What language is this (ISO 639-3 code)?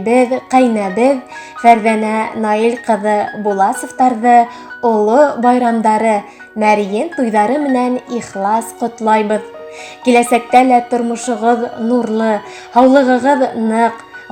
bak